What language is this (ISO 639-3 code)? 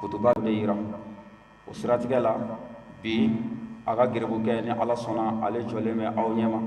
bam